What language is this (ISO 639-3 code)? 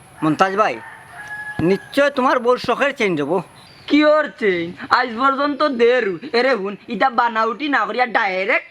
syl